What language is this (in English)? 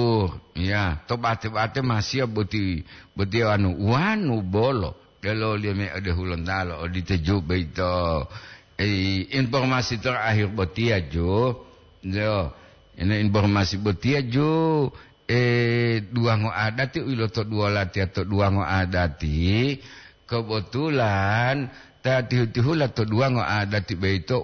Gorontalo